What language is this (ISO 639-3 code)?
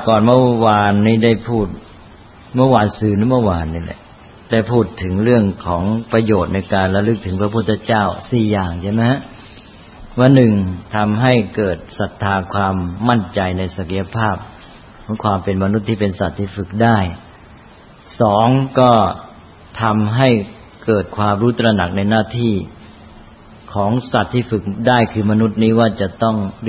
tha